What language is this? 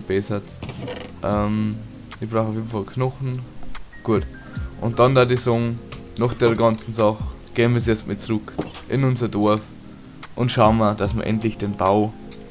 Bavarian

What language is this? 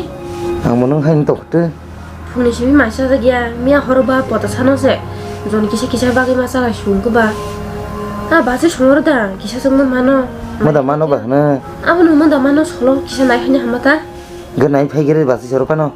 Kok Borok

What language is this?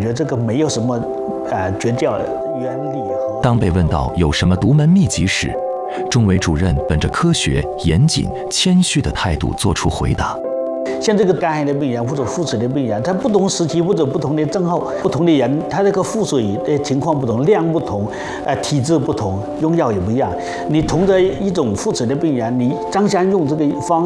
Chinese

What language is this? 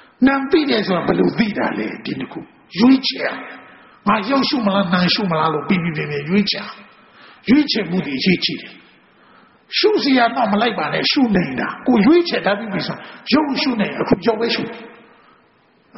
Burmese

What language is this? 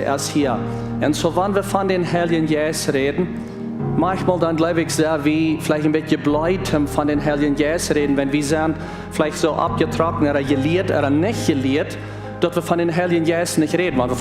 Plautdietsch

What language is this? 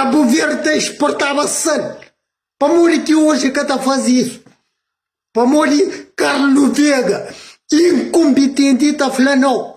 Kabuverdianu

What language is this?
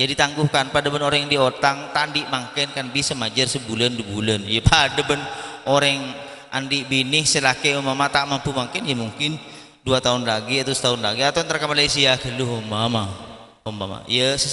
Madurese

